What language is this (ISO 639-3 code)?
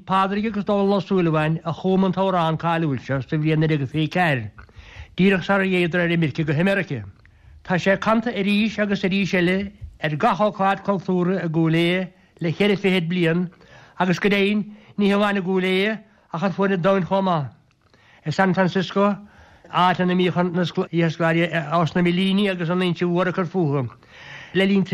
gle